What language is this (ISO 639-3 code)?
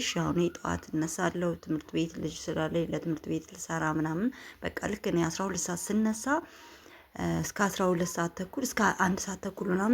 amh